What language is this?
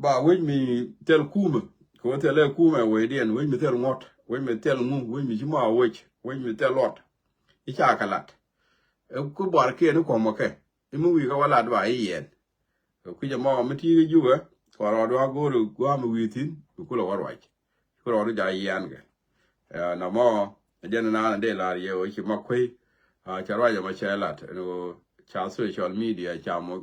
Nuer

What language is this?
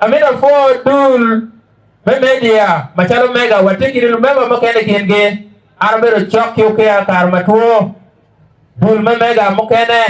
Acoli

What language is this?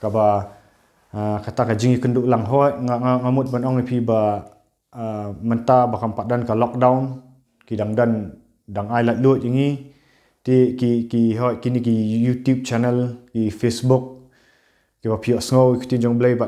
Khasi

